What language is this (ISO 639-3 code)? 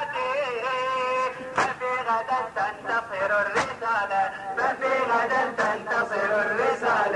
ara